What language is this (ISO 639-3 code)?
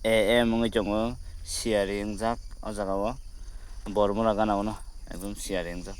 trp